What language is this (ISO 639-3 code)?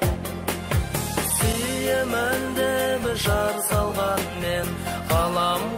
kaz